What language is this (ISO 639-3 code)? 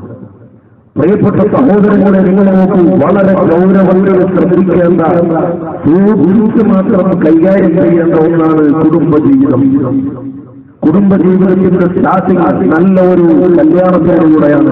mal